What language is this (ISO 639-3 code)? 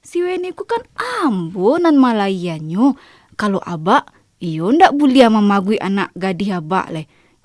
min